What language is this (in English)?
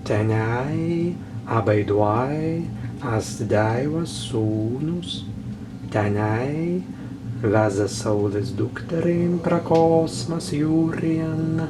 Prussian